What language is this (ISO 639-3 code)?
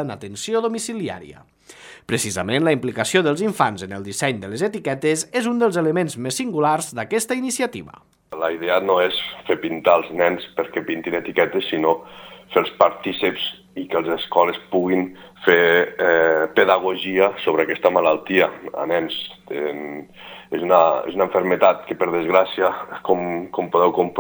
cat